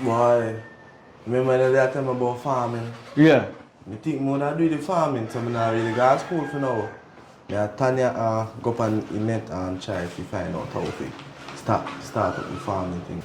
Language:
Jamaican Creole English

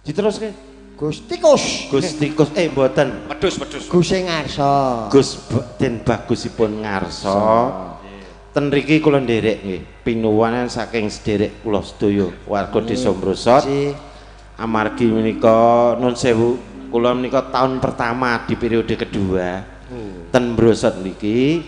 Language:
Javanese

